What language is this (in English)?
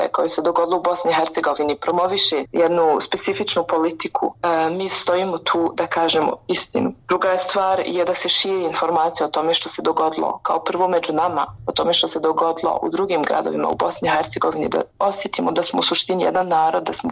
Bosnian